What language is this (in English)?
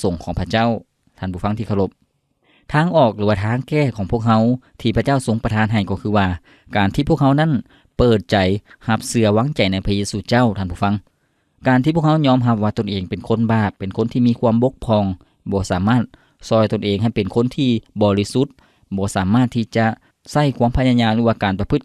Lao